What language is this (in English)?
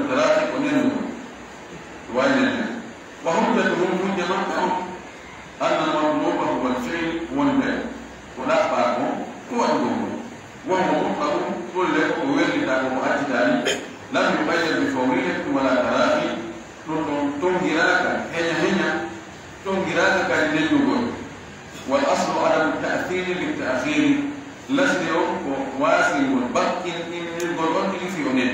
Pular